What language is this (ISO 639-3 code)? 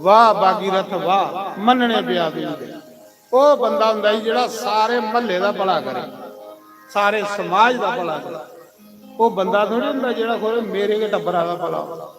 doi